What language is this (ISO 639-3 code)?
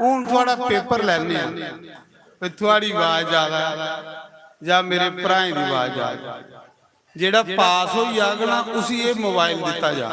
doi